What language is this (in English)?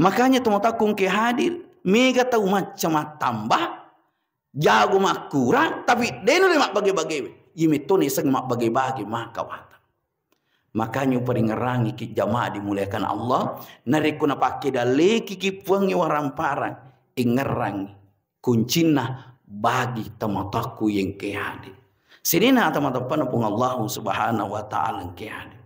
Buginese